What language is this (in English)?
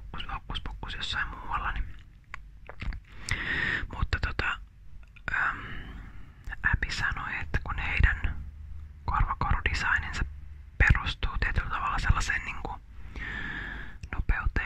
Finnish